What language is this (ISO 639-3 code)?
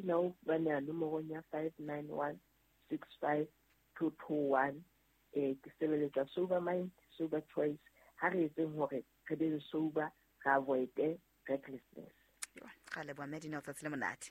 sot